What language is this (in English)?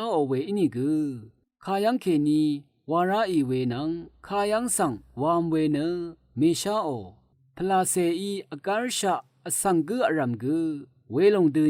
Rawang